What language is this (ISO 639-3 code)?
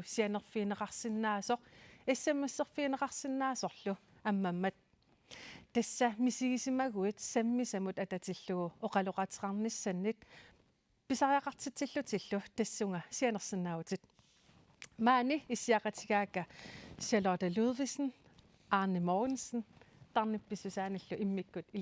kal